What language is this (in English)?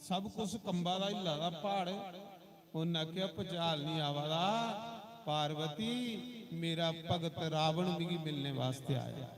Dogri